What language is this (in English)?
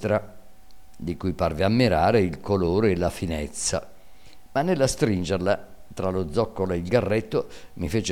Italian